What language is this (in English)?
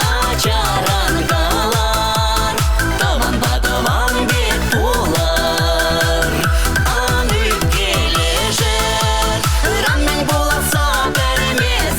Chuvash